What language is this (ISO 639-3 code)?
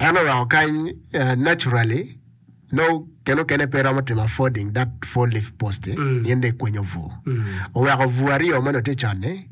ach